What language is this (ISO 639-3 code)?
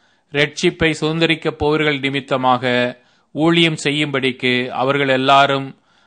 tam